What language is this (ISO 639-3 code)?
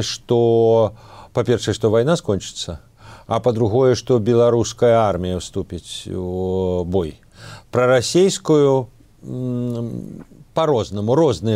bel